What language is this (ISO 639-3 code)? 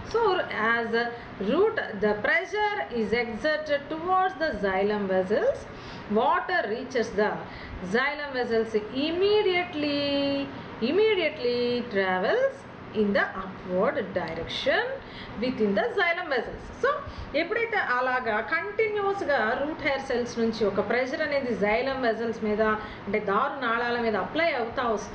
tel